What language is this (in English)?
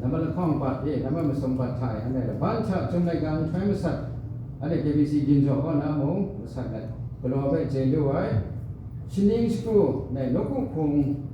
Kachin